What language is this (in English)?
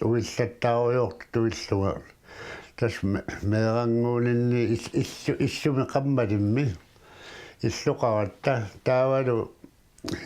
Kalaallisut